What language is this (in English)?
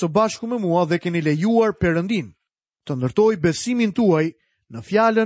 Albanian